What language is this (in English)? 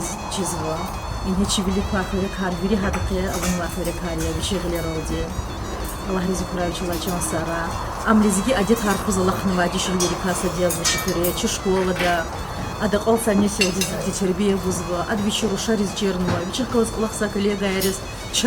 Lezghian